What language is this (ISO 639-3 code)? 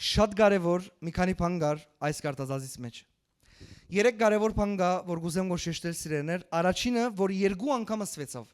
hyw